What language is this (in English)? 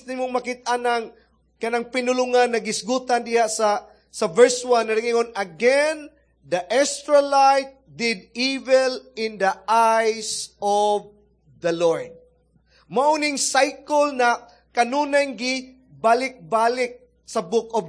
Cebuano